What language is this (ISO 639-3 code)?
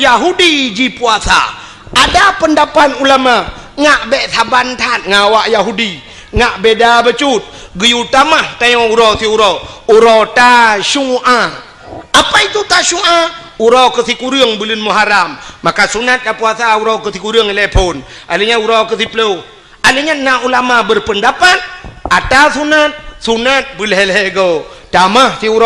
ace